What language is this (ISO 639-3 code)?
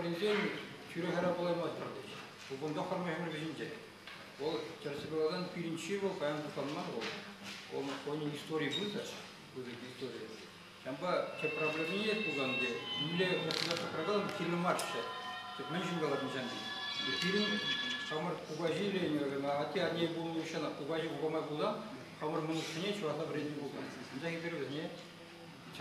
chv